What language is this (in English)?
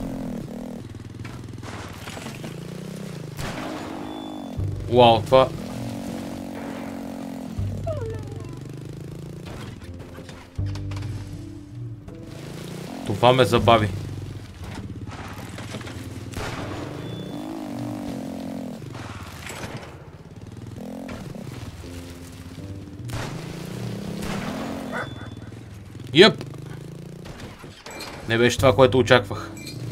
Bulgarian